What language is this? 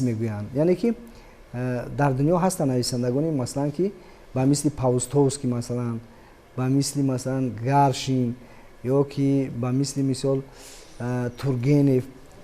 Tajik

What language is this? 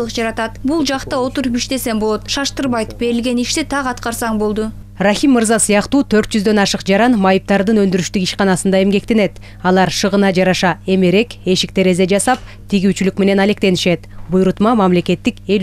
Kyrgyz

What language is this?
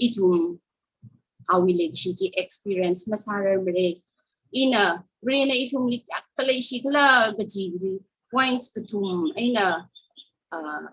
Tangkhul Naga (India)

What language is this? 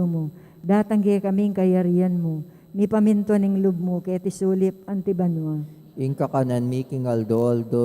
Pampanga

